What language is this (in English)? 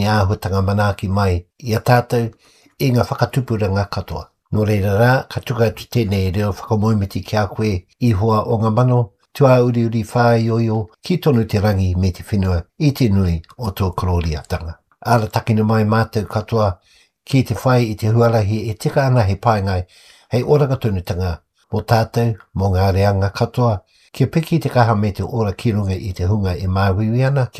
Māori